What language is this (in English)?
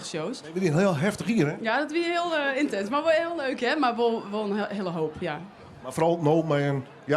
Western Frisian